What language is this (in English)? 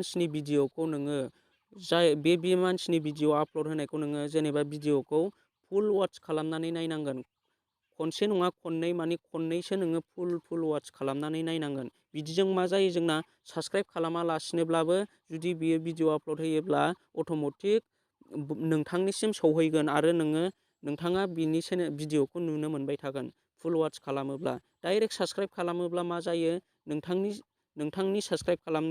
Bodo